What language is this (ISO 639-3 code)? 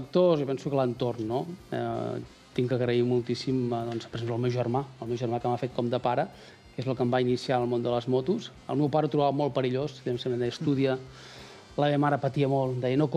cat